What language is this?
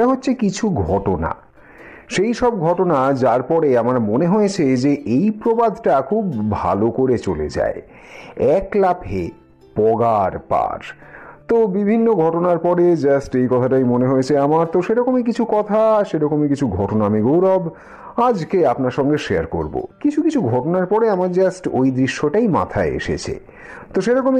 Bangla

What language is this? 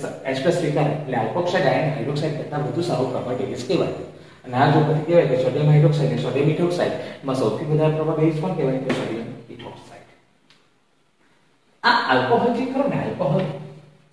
Gujarati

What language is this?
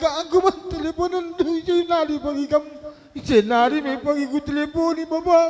Batak Karo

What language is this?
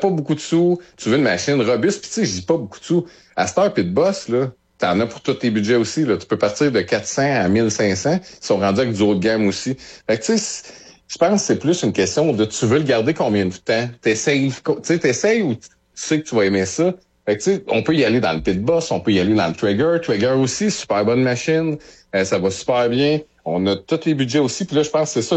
French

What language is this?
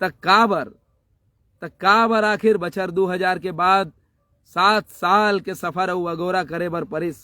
Chhattisgarhi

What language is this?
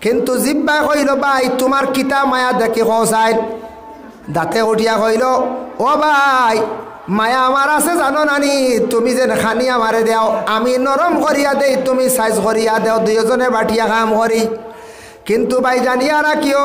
Sylheti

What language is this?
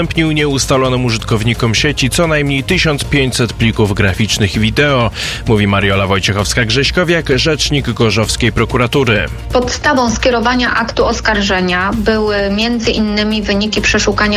Polish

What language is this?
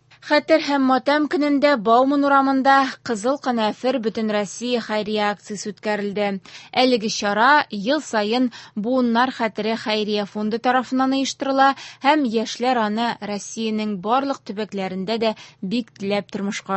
Tatar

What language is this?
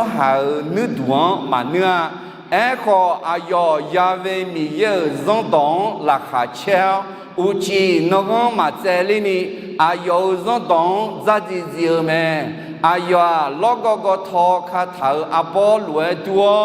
Akha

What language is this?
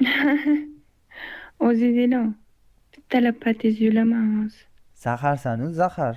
Uzbek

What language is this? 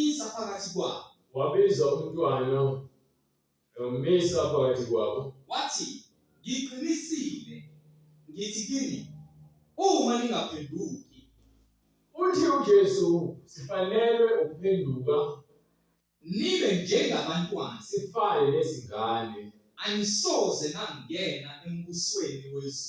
Zulu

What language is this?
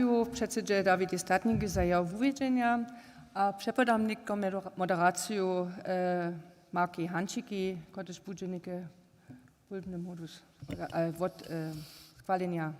Upper Sorbian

